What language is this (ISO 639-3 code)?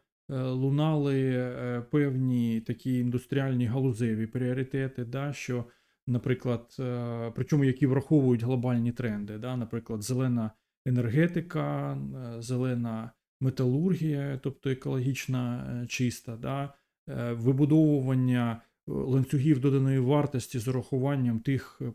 ukr